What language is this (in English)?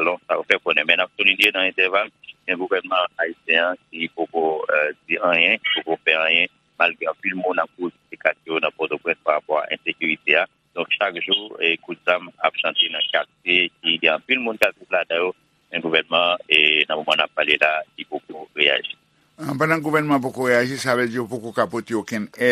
Haitian Creole